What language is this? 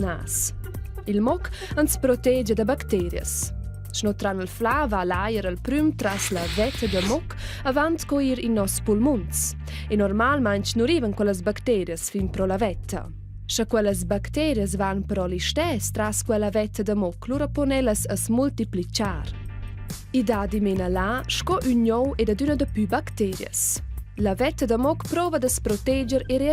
Romansh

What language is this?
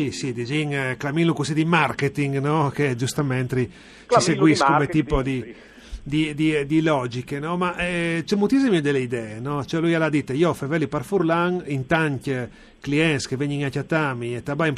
Friulian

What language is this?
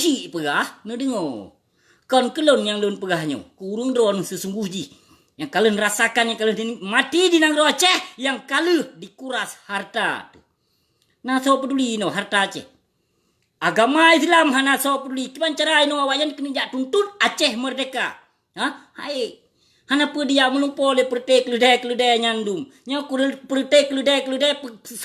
Achinese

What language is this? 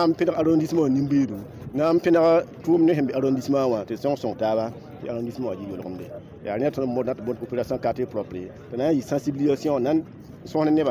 Mossi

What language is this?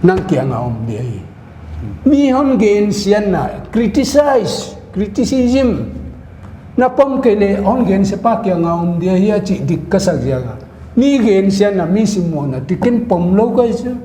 Paite Chin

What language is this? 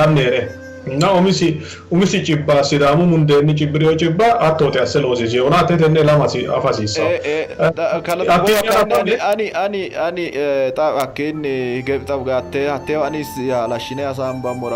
Sidamo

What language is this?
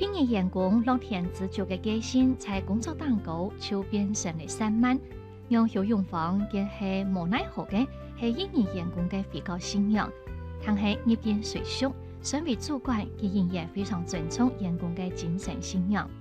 Hakka Chinese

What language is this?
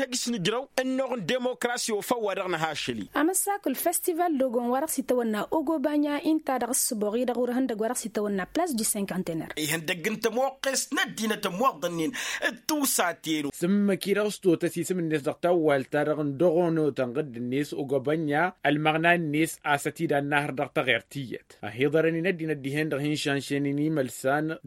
Tamasheq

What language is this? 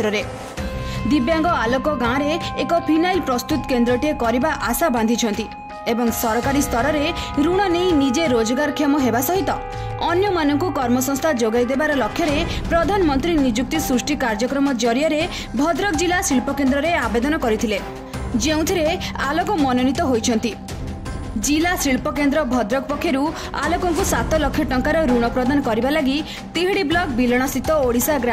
Odia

